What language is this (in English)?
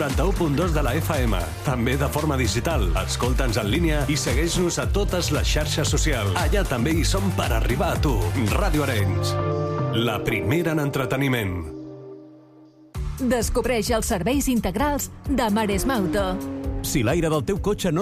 Catalan